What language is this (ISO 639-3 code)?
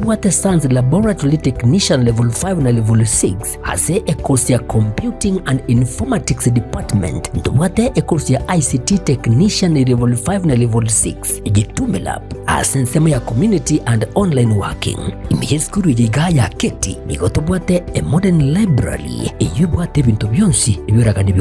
guz